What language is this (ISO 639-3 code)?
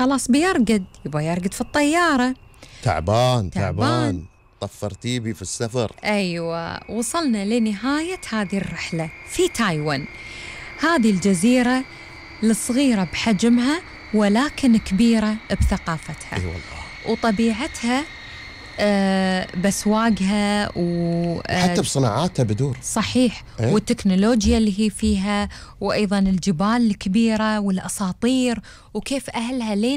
afb